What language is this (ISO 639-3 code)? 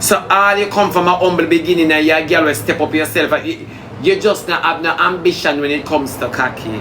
jam